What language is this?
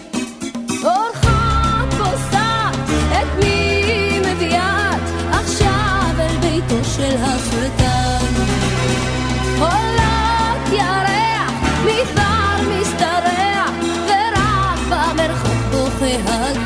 Hebrew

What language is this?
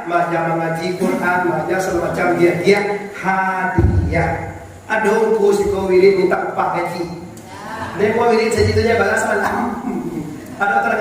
Minangkabau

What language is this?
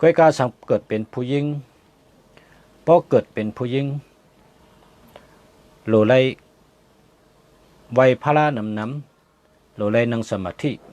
Shan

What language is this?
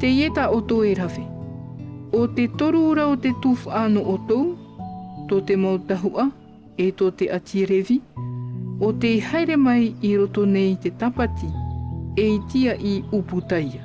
Tahitian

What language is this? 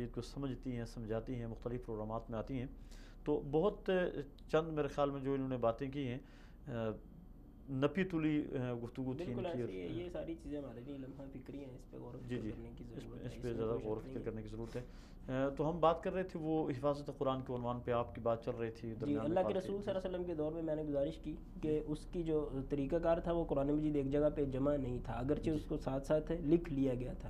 Urdu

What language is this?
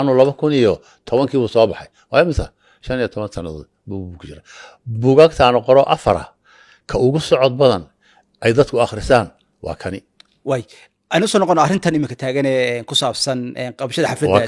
Somali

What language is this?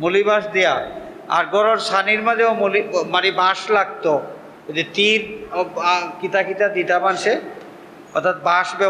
Sylheti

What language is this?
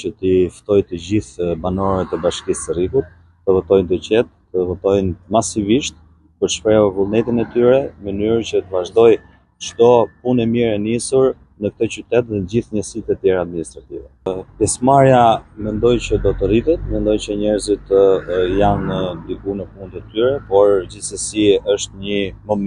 Albanian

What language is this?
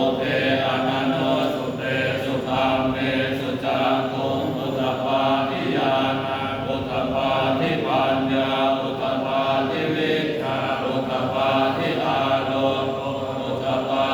Pali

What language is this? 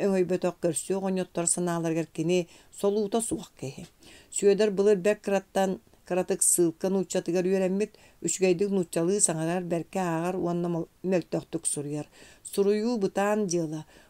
Yakut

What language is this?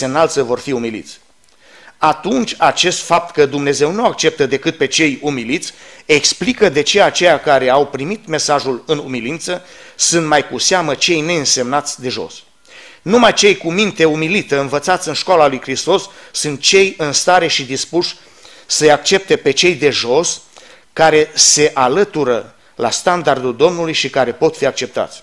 Romanian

